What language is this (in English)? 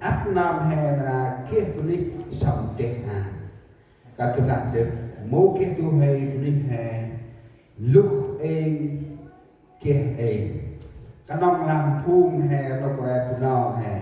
Central Mnong